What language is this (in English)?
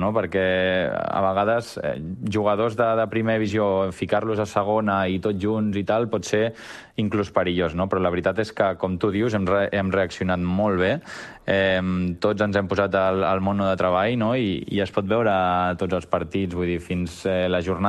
Catalan